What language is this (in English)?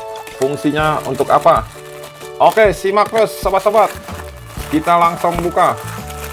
Indonesian